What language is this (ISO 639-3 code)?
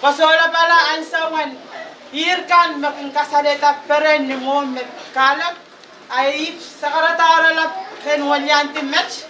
pon